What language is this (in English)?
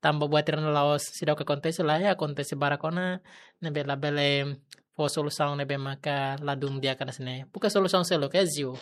Tetum